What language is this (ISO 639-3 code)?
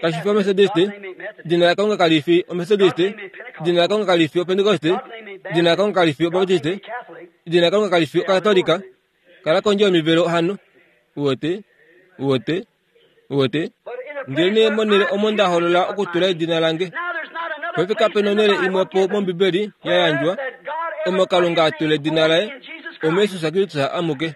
kua